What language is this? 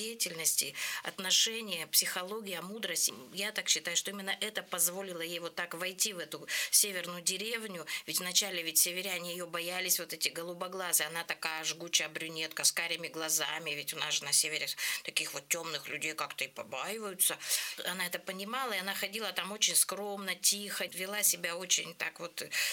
Russian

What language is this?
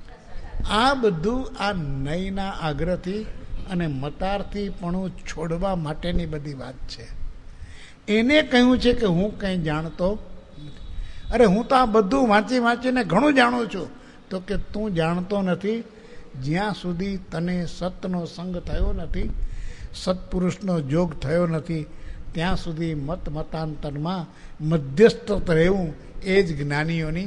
Gujarati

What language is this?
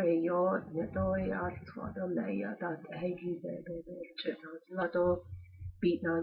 Navajo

